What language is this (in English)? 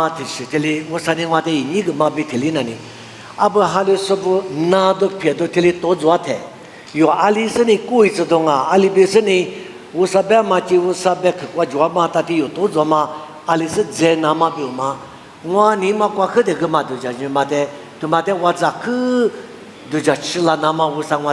Lisu